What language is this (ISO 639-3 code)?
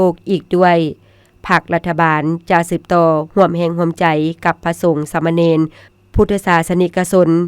lao